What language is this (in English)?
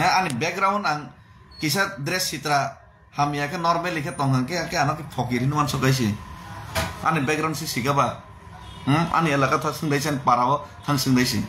Kok Borok